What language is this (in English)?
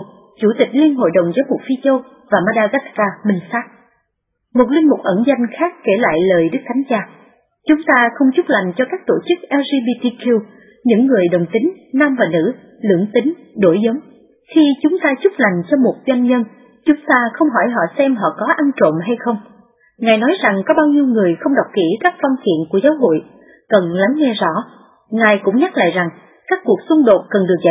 Vietnamese